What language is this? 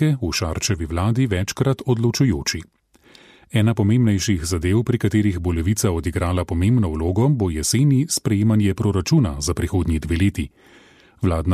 Slovenian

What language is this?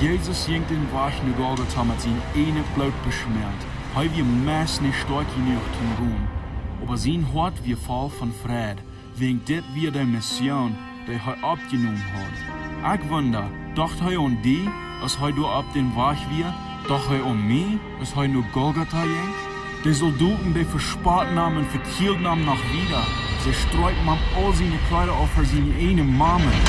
Plautdietsch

